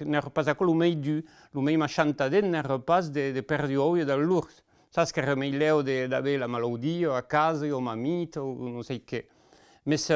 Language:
Occitan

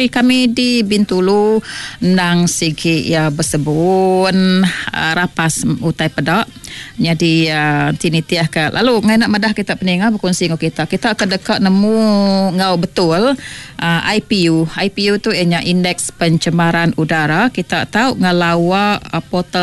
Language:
Iban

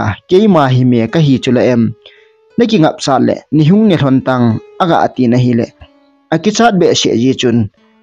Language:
Thado Chin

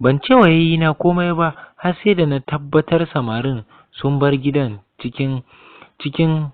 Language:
Hausa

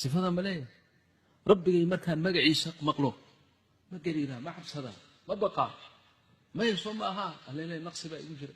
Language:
Somali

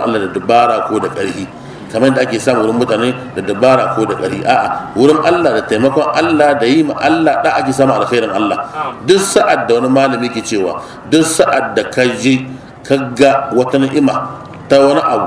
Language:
Hausa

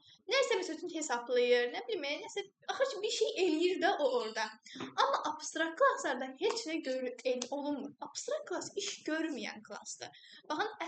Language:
Azerbaijani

